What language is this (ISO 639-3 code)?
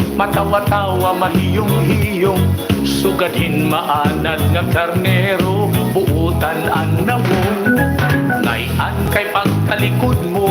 war